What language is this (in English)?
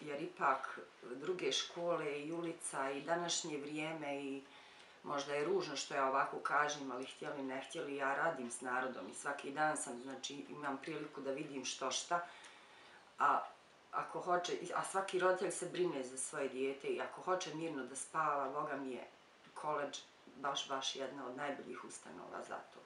Bosnian